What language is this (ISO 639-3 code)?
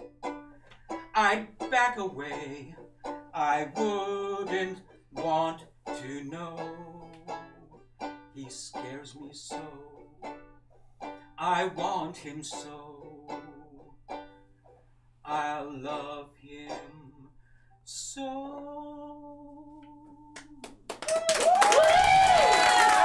eng